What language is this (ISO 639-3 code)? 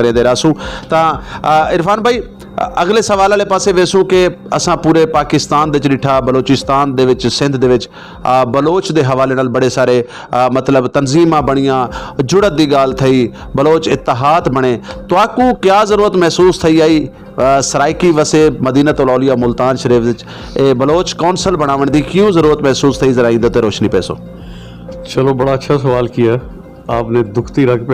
skr